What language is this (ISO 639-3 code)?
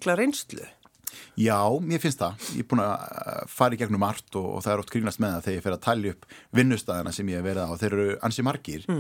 isl